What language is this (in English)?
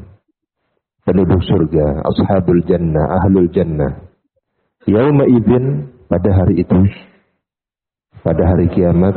Indonesian